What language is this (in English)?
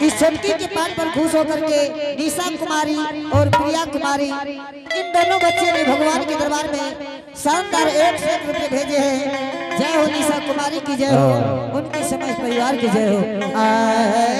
Angika